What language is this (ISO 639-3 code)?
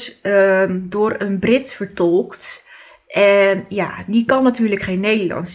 nld